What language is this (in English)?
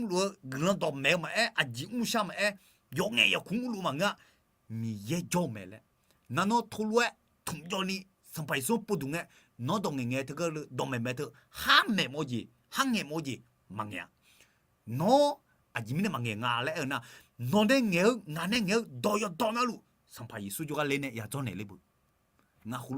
Akha